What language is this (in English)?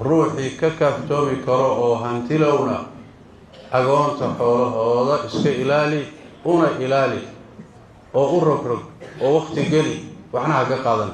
Somali